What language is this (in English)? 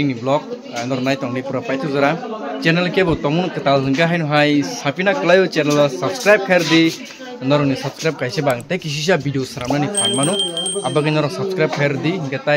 Kok Borok